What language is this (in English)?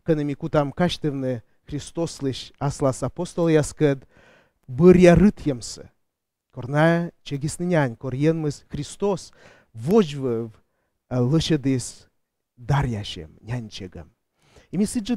Komi